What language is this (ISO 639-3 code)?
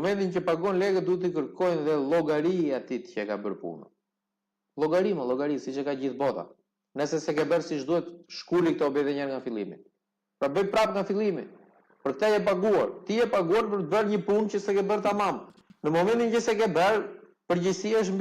sqi